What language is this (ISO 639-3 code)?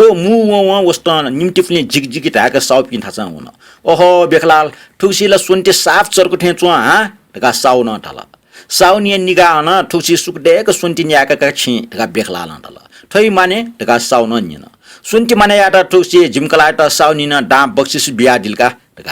new